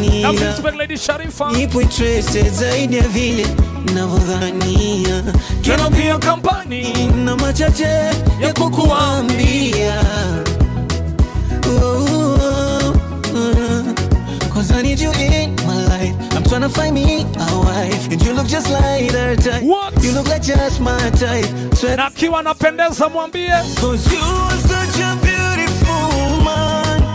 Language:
Swahili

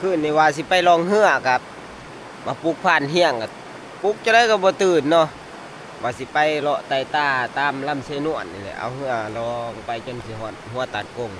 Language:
Northeastern Thai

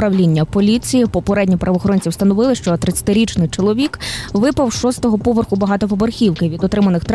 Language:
Ukrainian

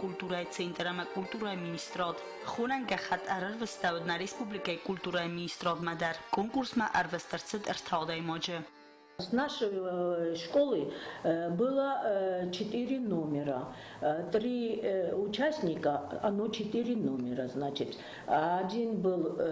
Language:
Ossetic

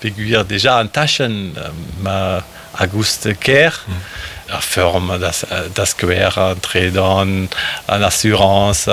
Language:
Breton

